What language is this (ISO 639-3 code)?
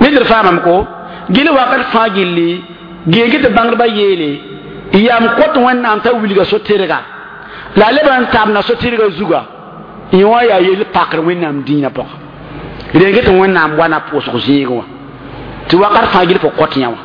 mos